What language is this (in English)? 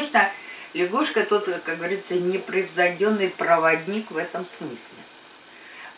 Russian